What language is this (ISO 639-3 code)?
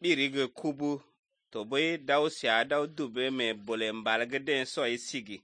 slv